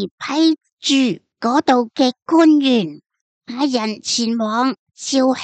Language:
Cantonese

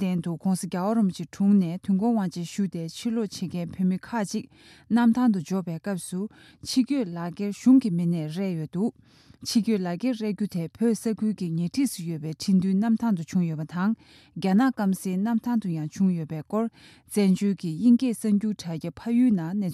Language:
Tibetan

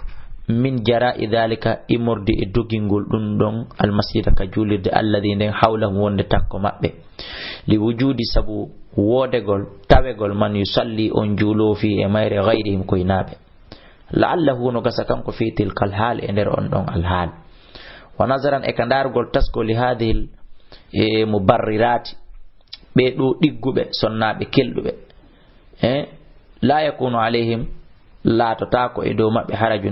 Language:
Fula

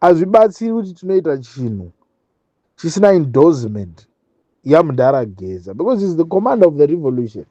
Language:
Shona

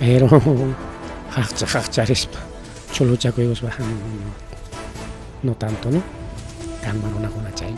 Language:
Ayacucho Quechua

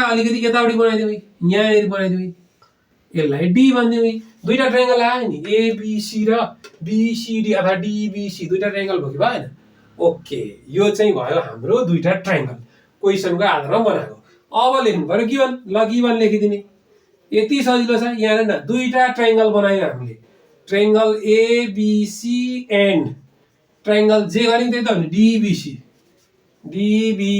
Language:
Nepali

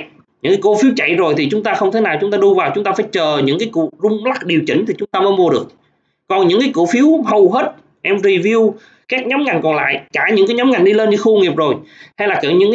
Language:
Vietnamese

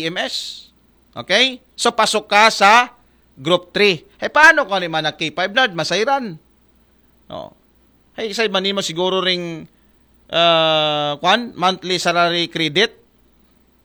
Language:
Aklanon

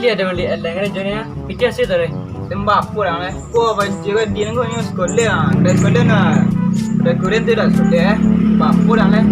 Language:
Minangkabau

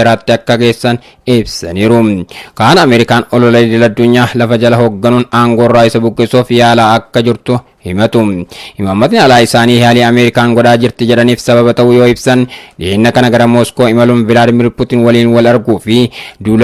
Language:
Oromo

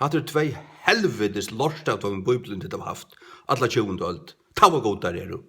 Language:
Faroese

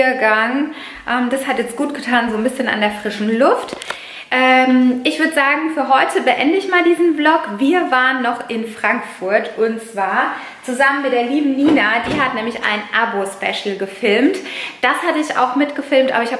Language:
German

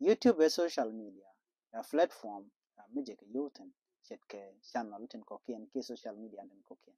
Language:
Nuer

